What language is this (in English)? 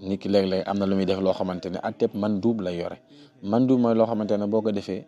Wolof